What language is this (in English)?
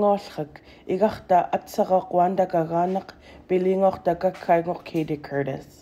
Central Yupik